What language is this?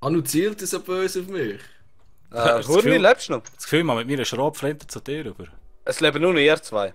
Swiss German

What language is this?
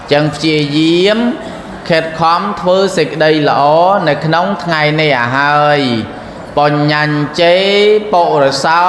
Khmer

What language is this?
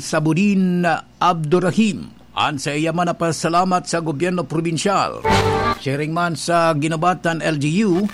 Bikol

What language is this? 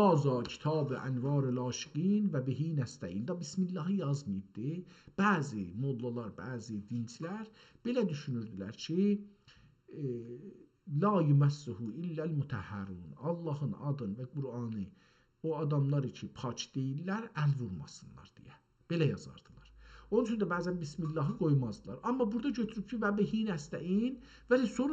South Azerbaijani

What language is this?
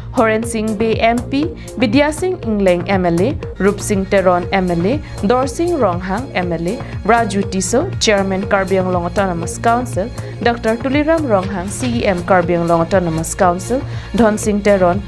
Karbi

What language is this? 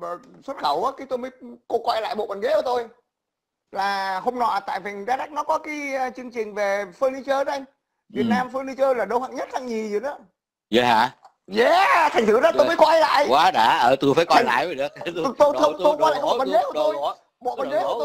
Vietnamese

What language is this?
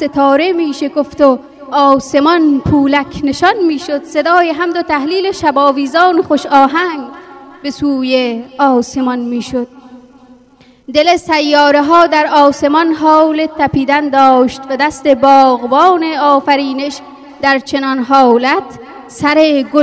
Persian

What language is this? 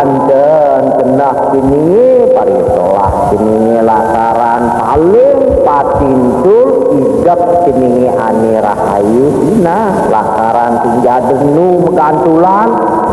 Balinese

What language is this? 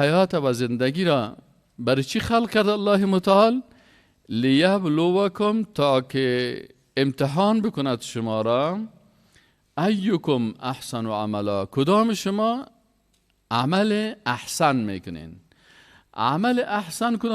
Persian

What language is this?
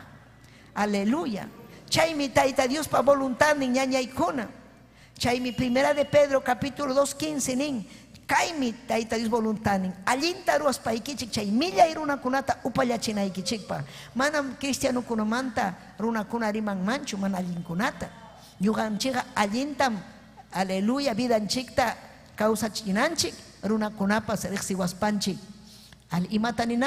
Ayacucho Quechua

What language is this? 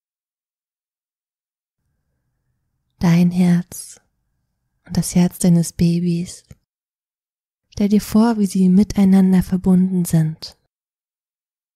German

